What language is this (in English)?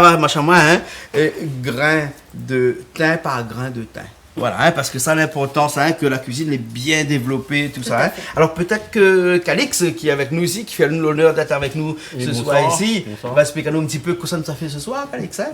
Réunion Creole French